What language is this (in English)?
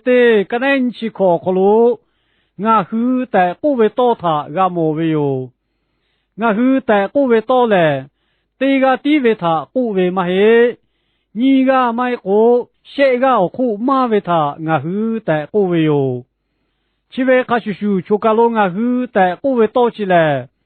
Lahu